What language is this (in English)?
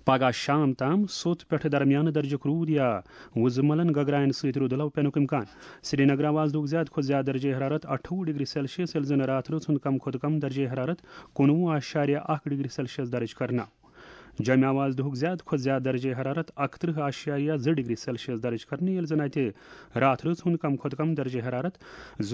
Kashmiri